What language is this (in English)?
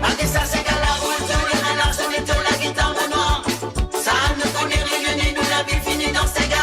Morisyen